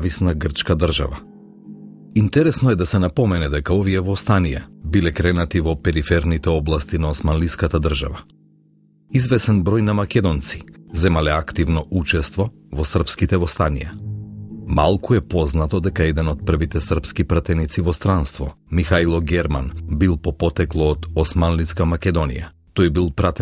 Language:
Macedonian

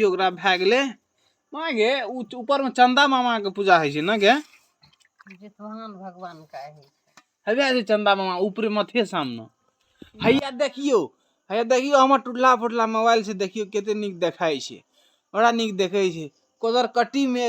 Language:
Maithili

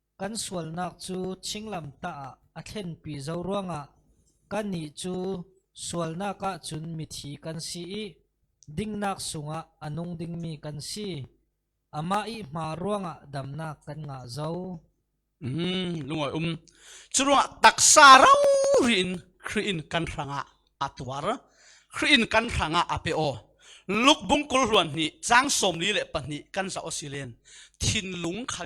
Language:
Falam Chin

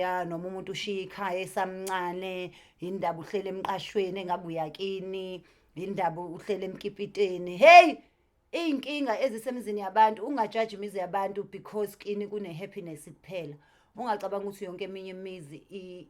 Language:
Zulu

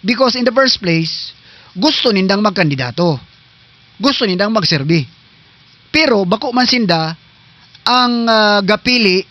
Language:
Southern Catanduanes Bikol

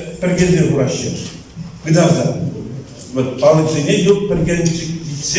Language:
Chuvash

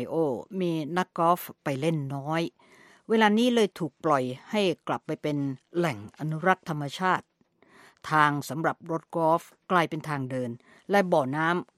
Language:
Thai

